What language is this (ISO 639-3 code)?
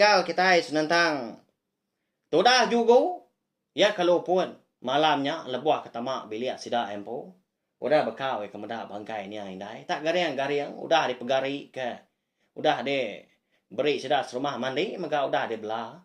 iba